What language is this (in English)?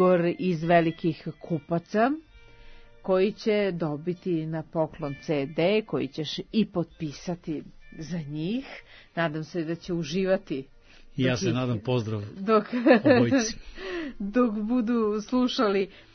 Serbian